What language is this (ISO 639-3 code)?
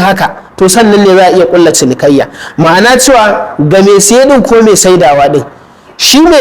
hau